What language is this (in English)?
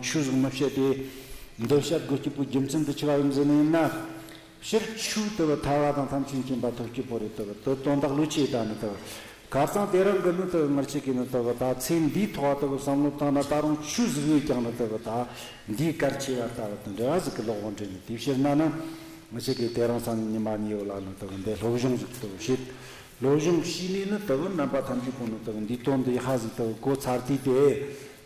Tibetan